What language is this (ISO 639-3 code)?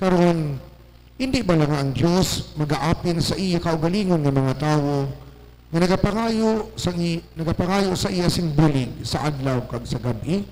hil